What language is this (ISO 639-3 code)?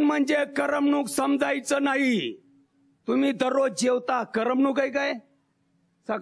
mar